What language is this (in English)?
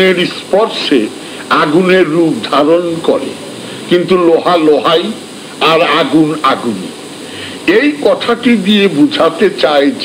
Bangla